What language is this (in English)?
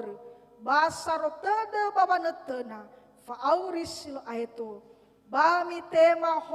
Nias